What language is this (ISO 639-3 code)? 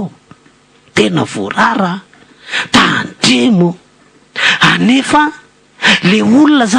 mlg